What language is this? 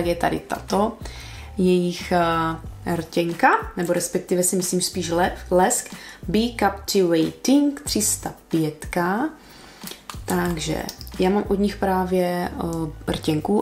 Czech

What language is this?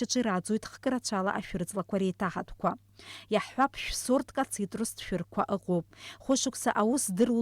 Abkhazian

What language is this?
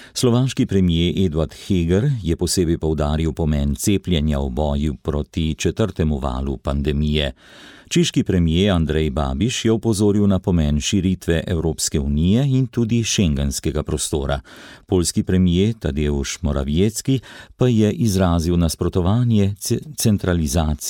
Slovenian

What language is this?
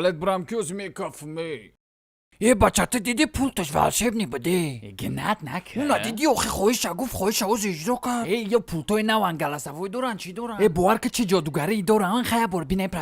Tajik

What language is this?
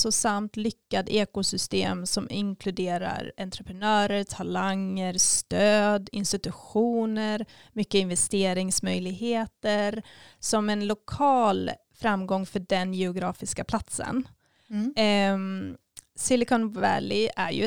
Swedish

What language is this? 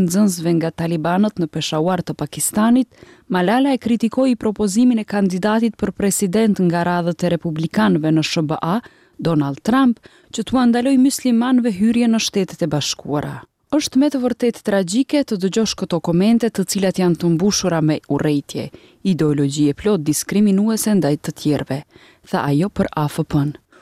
Albanian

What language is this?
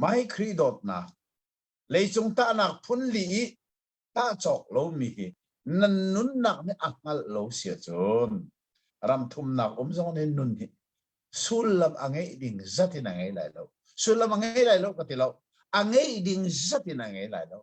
Hakha Chin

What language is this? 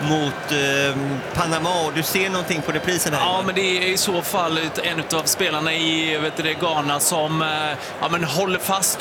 Swedish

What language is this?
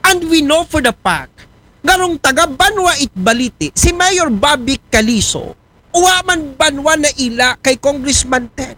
Aklanon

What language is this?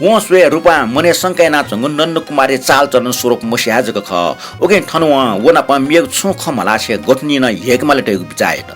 Newari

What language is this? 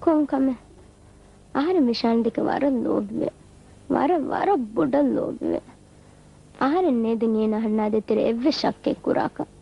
Divehi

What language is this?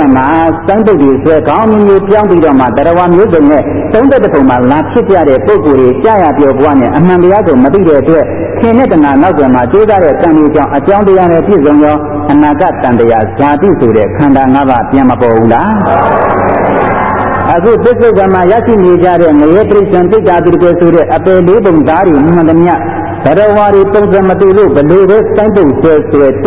Burmese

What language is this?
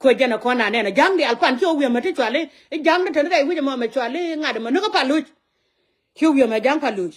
Nuer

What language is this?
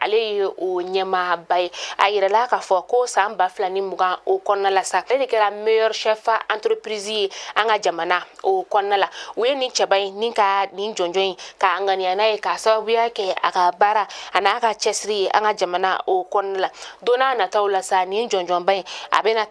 Bambara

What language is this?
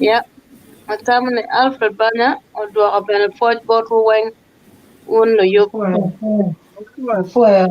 Acoli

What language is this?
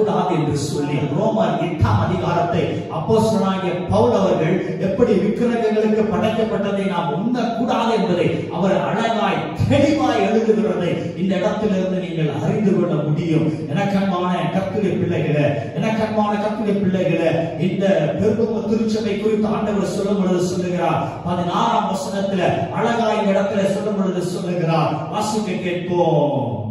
Tamil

